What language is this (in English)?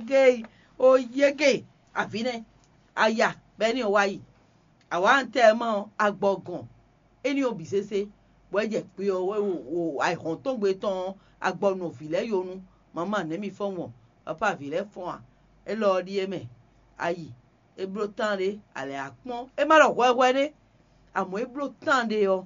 Fon